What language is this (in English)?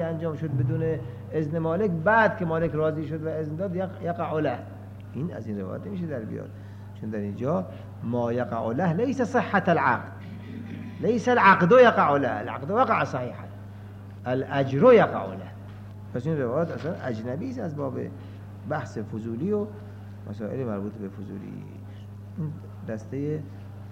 Persian